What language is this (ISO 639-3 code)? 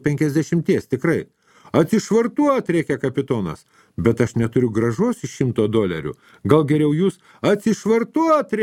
lit